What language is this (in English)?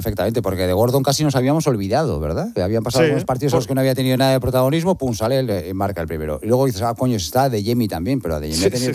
Spanish